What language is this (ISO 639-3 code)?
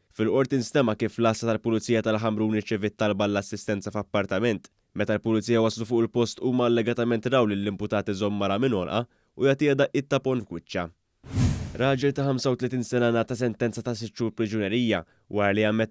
mlt